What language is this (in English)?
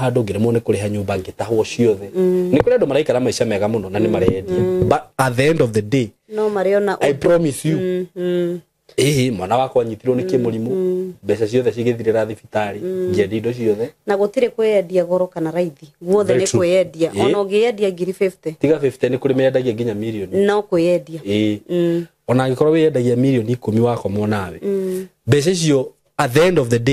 Kikuyu